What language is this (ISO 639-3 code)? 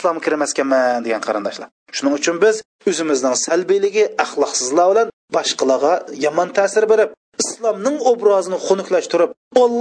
uig